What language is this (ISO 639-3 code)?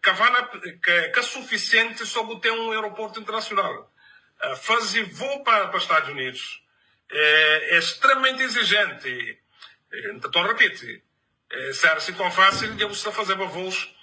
kea